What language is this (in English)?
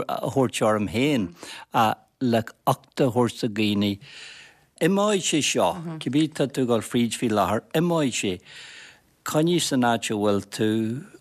Irish